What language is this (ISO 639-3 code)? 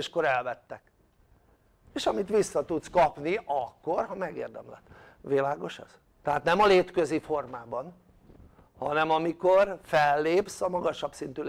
hun